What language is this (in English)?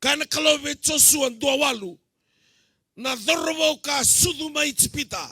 Fijian